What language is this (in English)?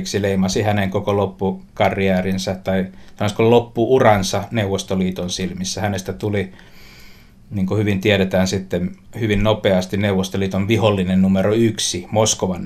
Finnish